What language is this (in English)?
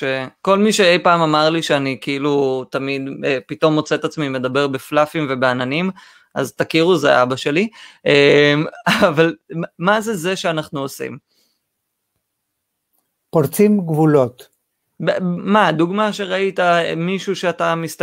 Hebrew